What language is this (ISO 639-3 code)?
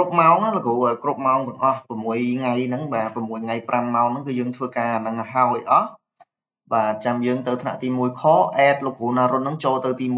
khm